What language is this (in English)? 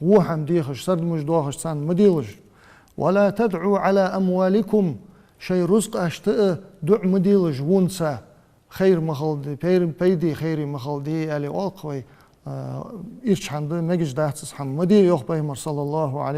Ingush